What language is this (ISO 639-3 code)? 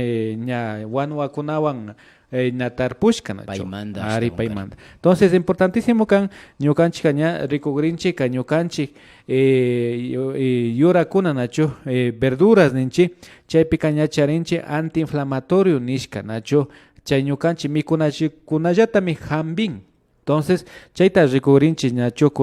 qvi